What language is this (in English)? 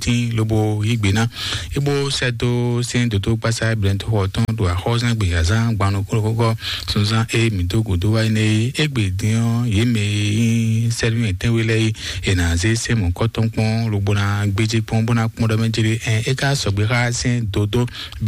Fon